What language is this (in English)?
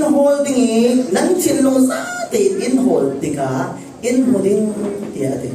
Falam Chin